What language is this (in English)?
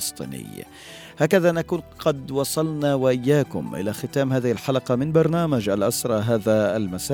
Arabic